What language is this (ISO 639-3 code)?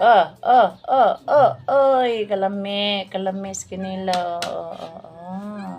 ceb